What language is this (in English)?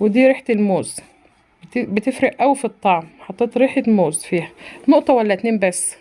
Egyptian Arabic